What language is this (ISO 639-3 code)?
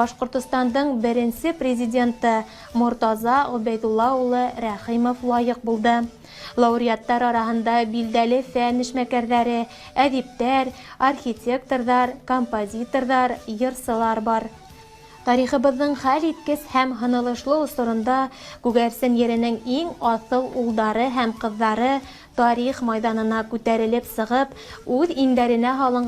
bak